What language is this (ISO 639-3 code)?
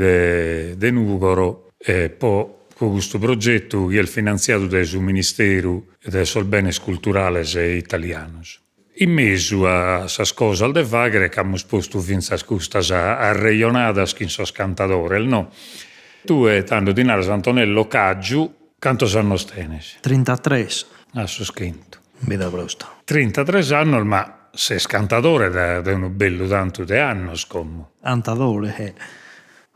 srd